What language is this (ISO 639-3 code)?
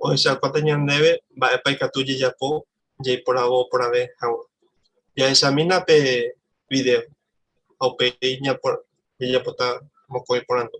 grn